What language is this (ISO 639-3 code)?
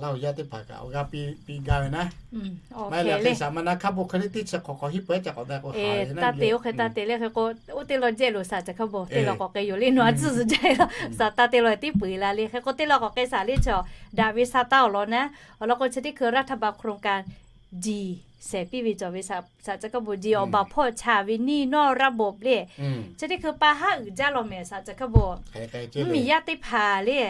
lhu